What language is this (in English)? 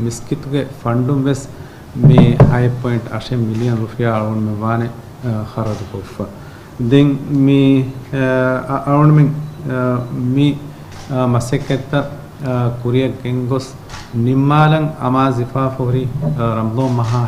Divehi